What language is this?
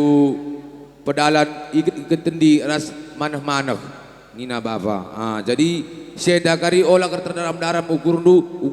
Batak Karo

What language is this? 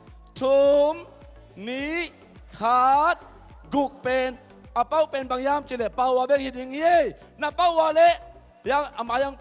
Tedim Chin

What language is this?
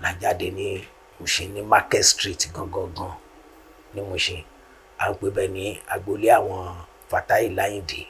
Yoruba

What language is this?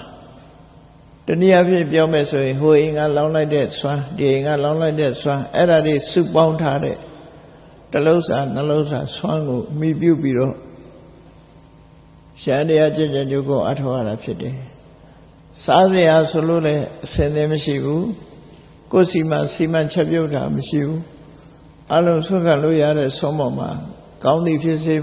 Burmese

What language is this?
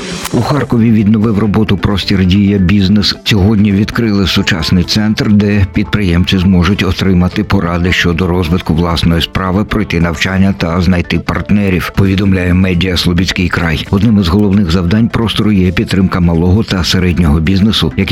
Ukrainian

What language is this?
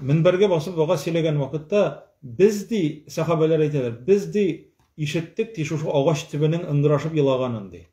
Tatar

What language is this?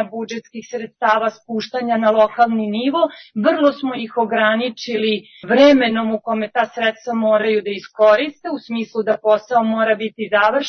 Serbian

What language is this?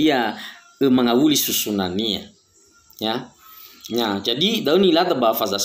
Nias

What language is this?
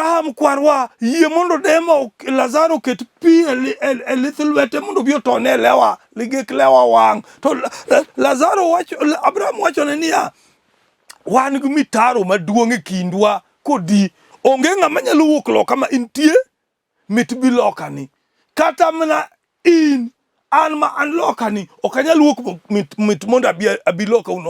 Luo (Kenya and Tanzania)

